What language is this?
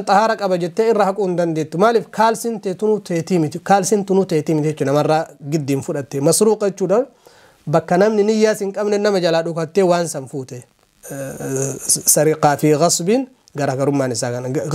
Oromo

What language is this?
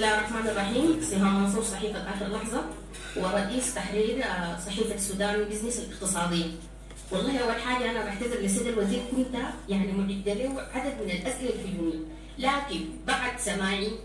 Sudanese Arabic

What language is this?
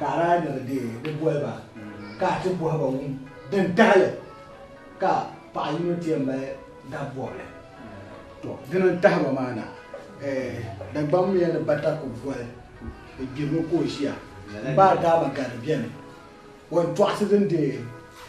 Dagbani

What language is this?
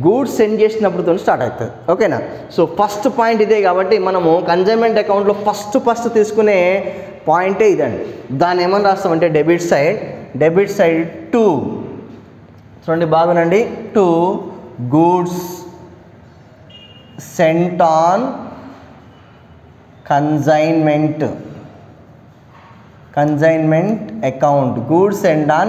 Telugu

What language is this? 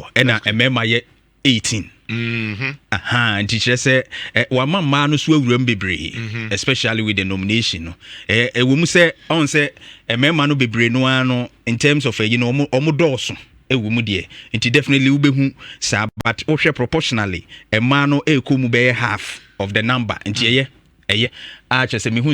Akan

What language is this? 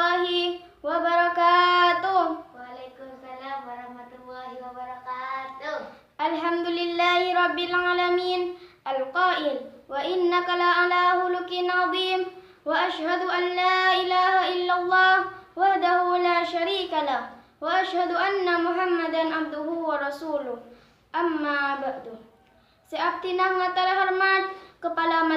Madurese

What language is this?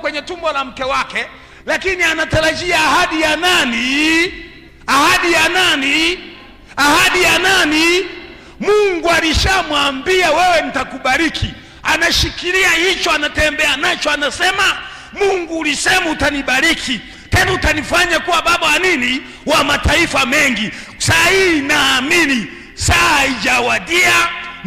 Swahili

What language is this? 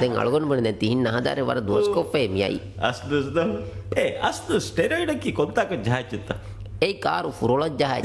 Divehi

